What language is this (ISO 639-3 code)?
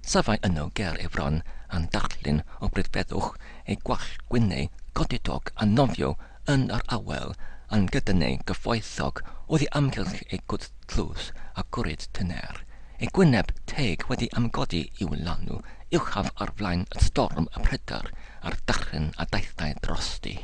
cym